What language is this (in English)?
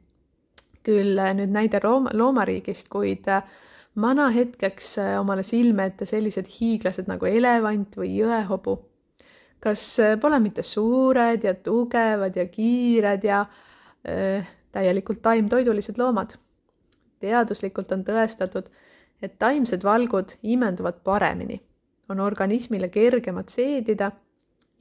Estonian